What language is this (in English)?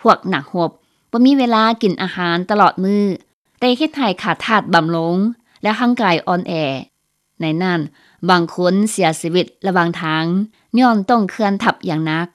Lao